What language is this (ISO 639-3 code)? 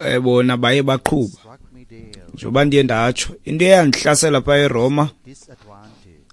xho